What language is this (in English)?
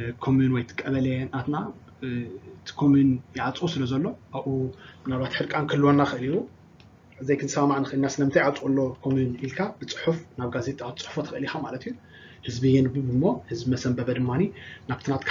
Tigrinya